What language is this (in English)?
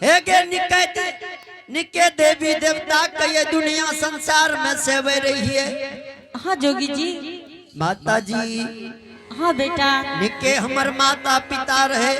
Angika